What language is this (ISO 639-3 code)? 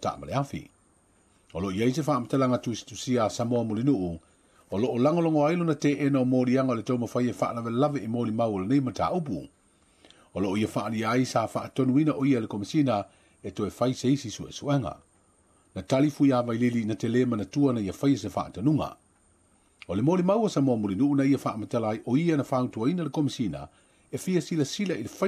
smo